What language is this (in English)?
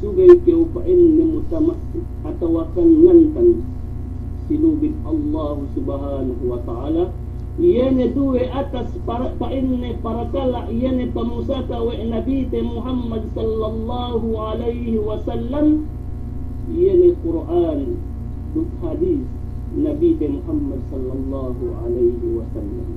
Yakan